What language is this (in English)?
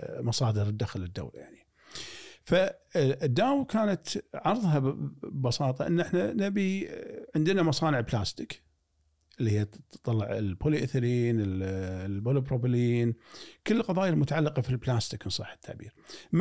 Gulf Arabic